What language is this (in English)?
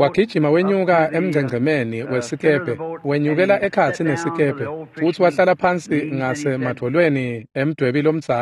Swati